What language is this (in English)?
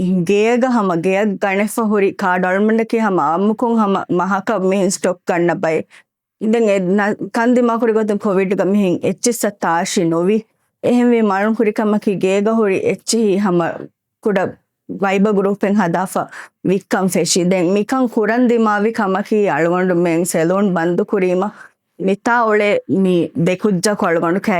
Divehi